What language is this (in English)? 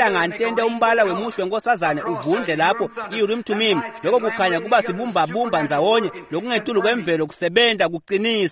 Swati